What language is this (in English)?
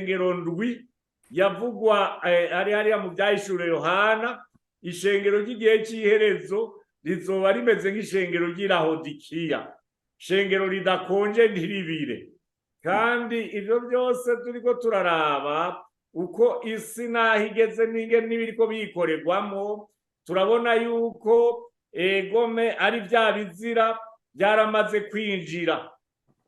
Rundi